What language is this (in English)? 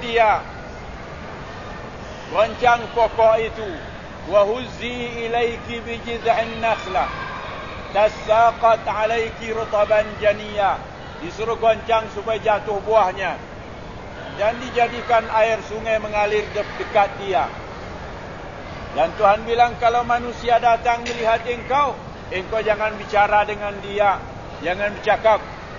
Malay